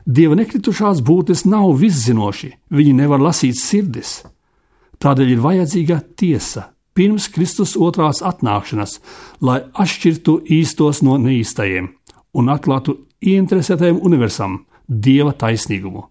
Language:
Latvian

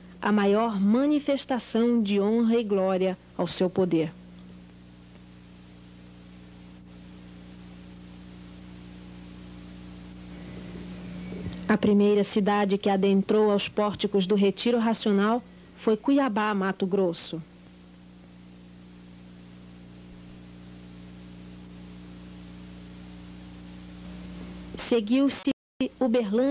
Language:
Portuguese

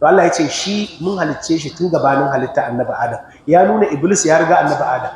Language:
Hausa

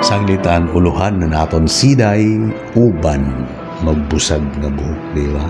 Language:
Waray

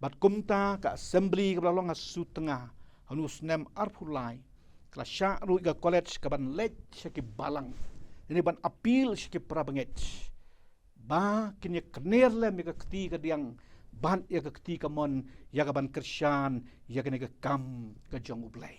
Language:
Khasi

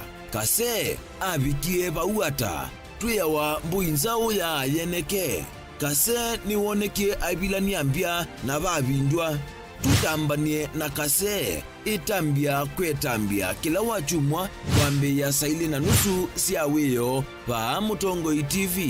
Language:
Kamba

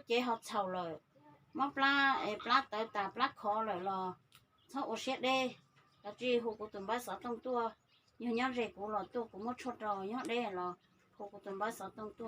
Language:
Hmong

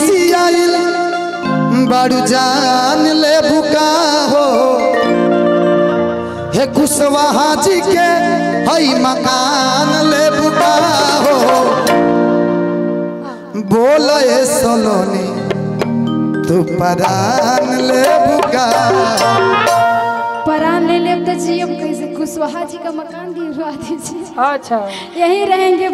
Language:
Bhojpuri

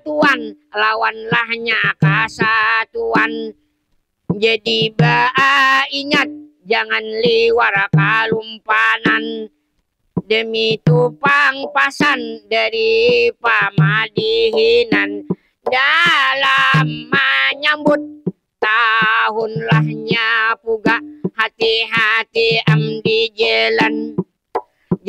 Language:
Banjar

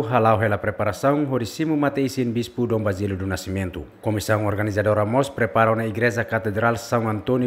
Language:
Tetum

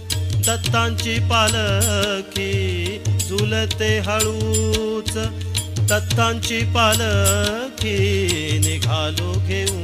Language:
Marathi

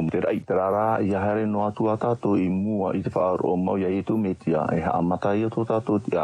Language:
Tahitian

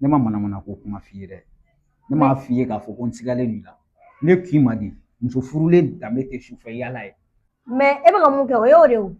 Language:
Bambara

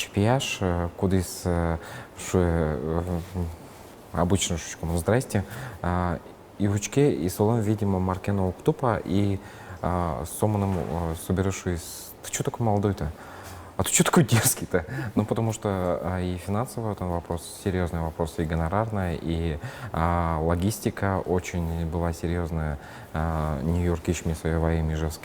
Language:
Udmurt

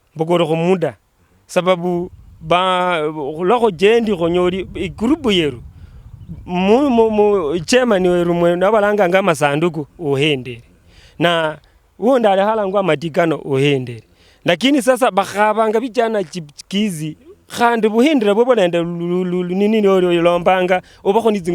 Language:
Luyia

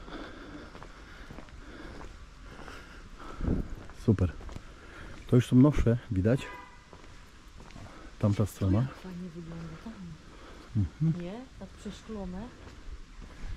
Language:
Polish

